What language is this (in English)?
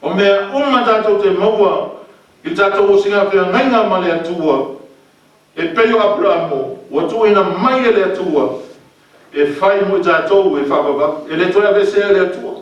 Samoan